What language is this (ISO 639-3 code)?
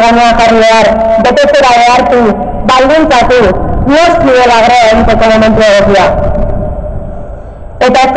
eus